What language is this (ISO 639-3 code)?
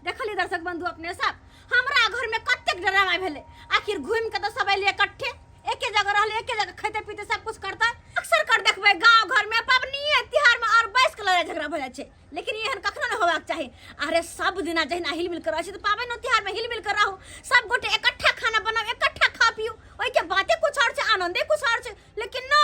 mai